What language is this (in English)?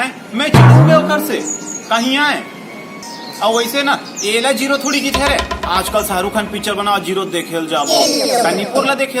Chhattisgarhi